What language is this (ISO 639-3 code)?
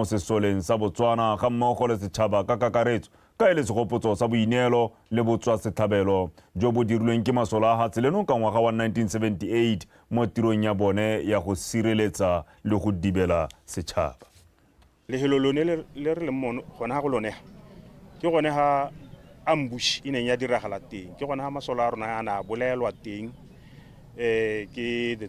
tsn